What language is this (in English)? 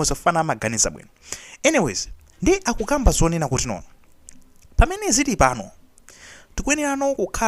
Nyanja